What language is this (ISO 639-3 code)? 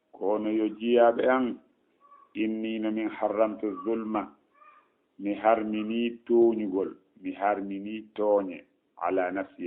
ful